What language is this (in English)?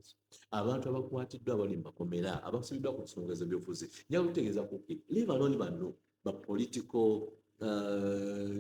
Ganda